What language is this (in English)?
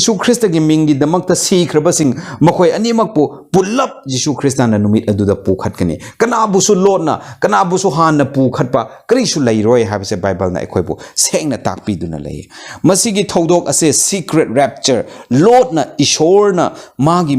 Manipuri